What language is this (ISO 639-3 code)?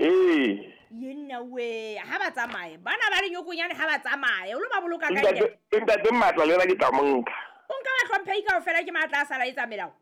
sot